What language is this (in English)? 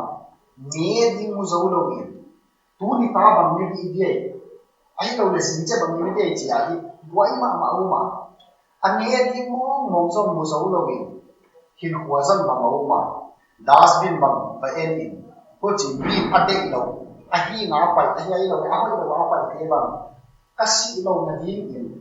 Tedim Chin